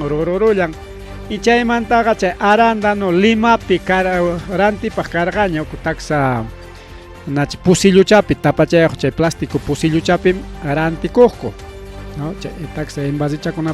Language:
Ayacucho Quechua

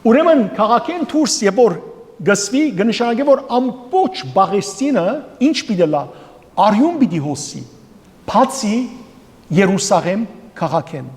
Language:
Western Armenian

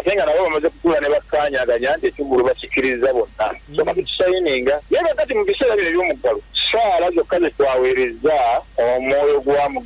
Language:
Ganda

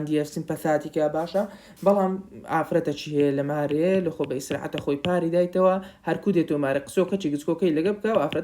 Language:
Central Kurdish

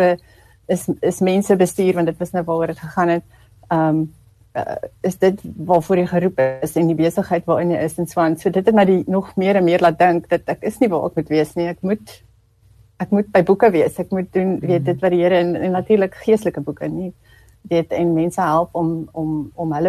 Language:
Afrikaans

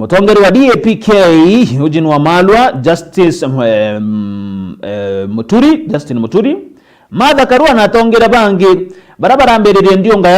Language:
Meru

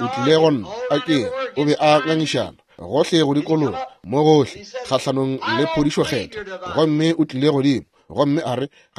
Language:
Northern Sotho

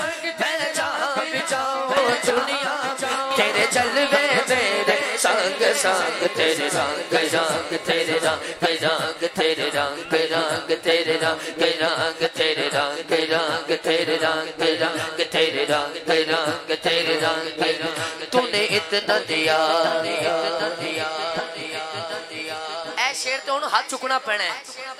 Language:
Urdu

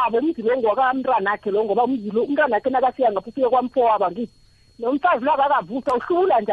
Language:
South Ndebele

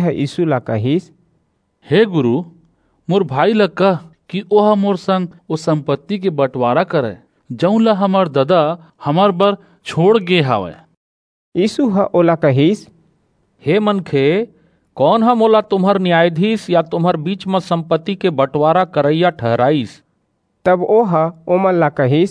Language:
Chhattisgarhi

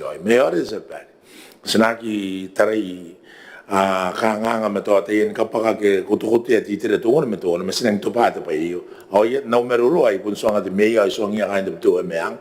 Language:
Gilbertese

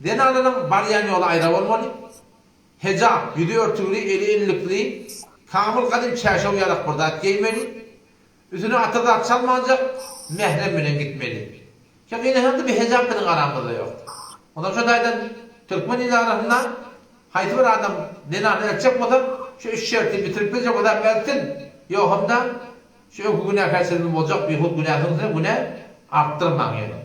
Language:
Turkmen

